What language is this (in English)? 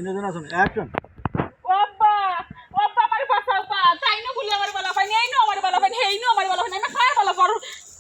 Sylheti